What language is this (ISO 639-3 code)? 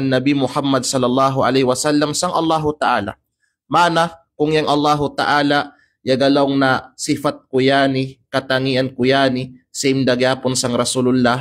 kqe